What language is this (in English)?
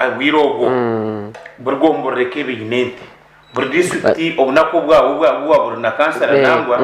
Nyankole